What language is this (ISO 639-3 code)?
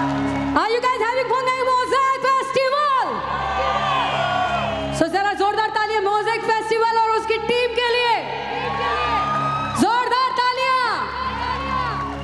hin